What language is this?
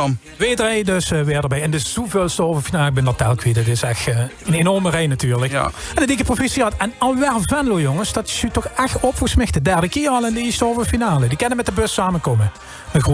Limburgish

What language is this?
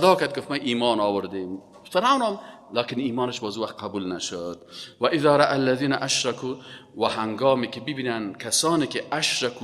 Persian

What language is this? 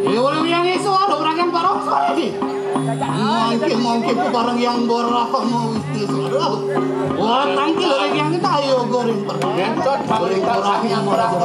Balinese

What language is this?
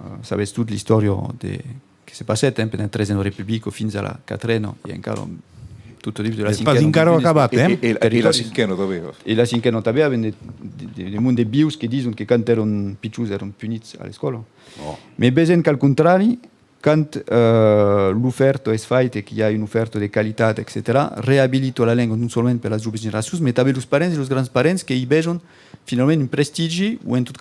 Occitan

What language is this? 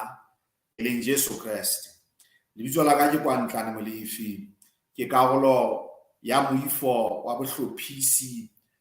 Southern Sotho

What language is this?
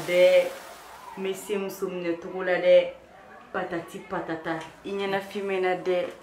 Bambara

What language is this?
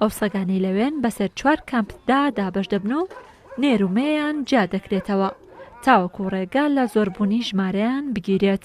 Central Kurdish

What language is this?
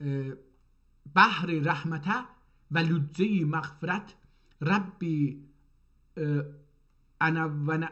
South Azerbaijani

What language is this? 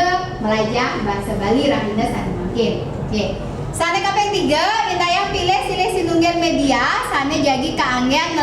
Balinese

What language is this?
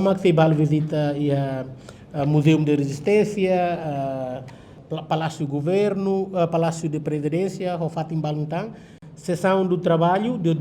Tetum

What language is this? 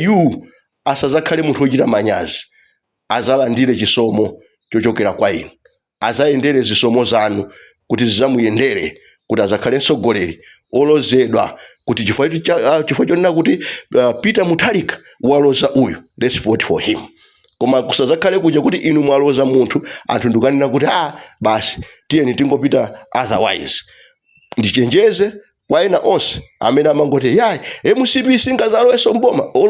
Nyanja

